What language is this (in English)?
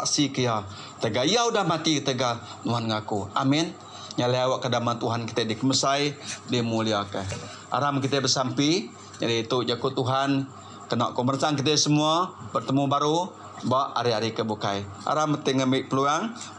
Iban